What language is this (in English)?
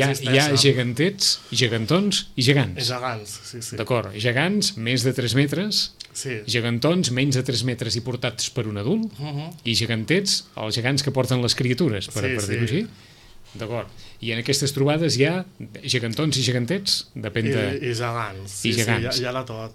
Catalan